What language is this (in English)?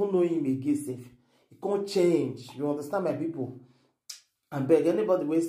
Nigerian Pidgin